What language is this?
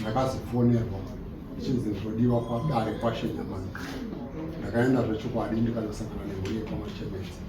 Shona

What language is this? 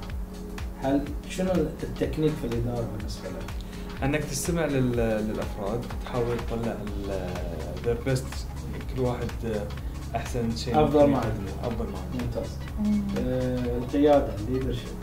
Arabic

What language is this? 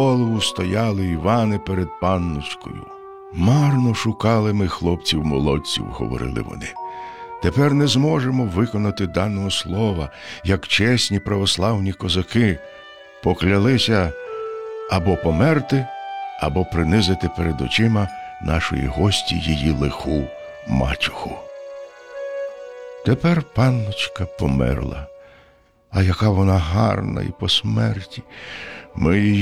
Ukrainian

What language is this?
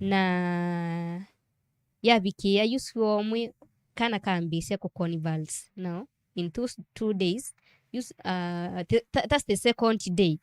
Kamba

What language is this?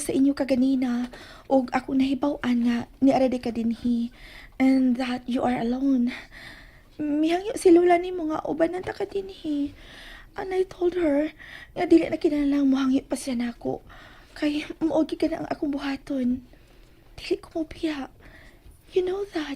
Cebuano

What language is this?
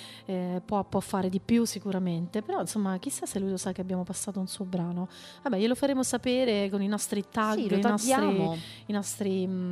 Italian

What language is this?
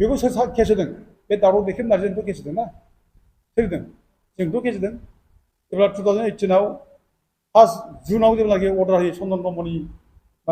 Bodo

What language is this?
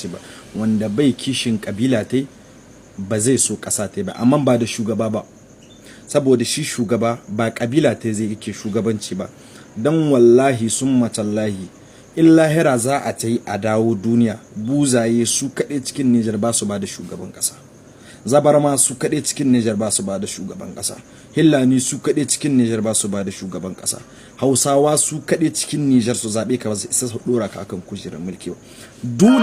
Hausa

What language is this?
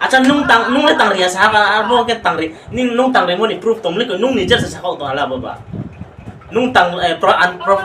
Riang (India)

